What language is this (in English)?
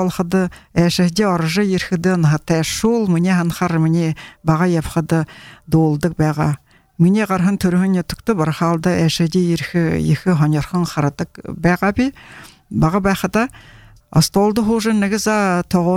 Buriat